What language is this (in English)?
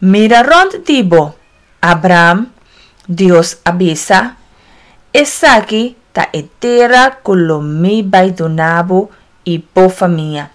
Papiamento